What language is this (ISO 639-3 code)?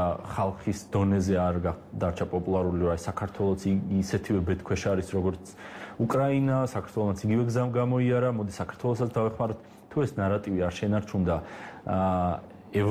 kat